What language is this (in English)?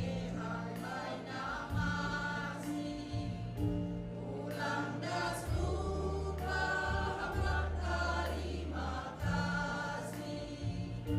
Batak Simalungun